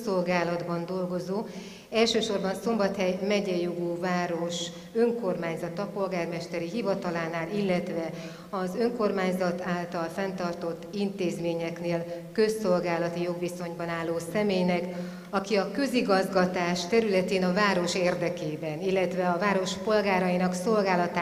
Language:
Hungarian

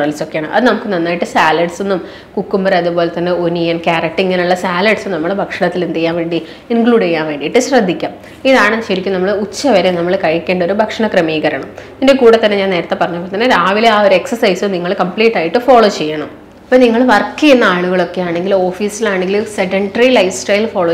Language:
Malayalam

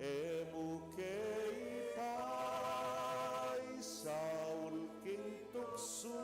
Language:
Pampanga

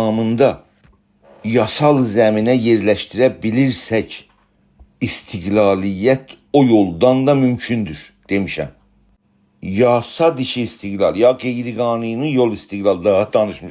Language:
South Azerbaijani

